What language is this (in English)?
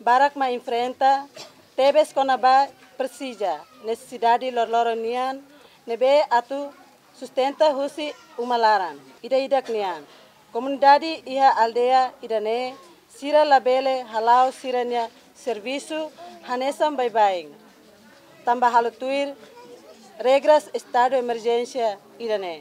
Tetum